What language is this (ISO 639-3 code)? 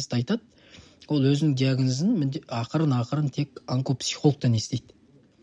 kaz